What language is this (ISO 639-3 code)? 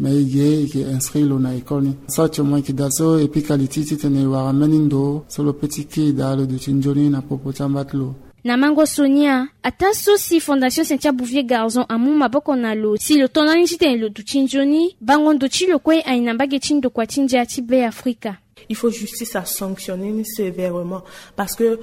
sag